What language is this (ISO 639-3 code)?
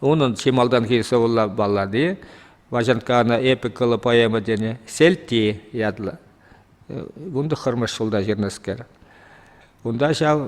chv